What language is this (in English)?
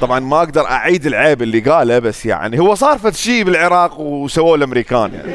Mesopotamian Arabic